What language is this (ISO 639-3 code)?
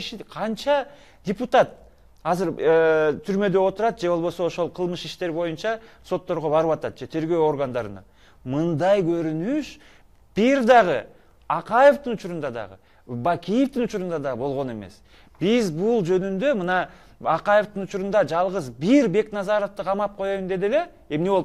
kir